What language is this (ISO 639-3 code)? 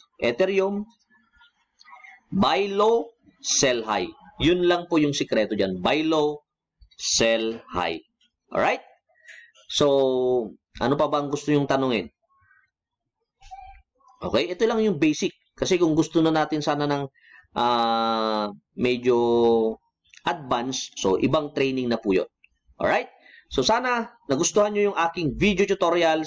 fil